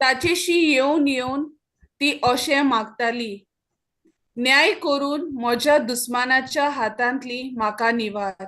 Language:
Konkani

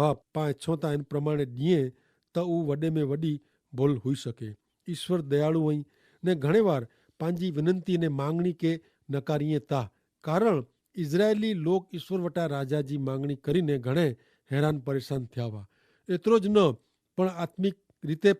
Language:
Kachhi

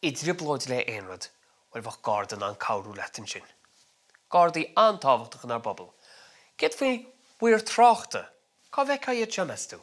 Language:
Irish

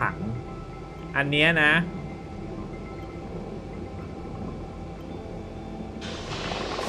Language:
Thai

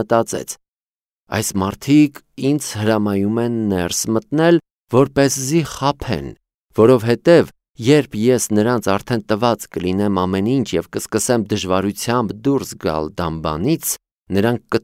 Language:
Armenian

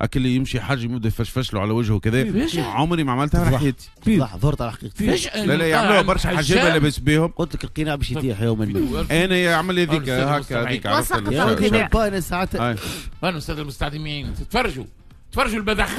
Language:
Tunisian Arabic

